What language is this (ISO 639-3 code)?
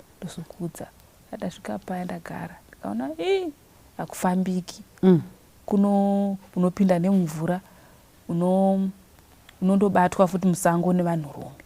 sna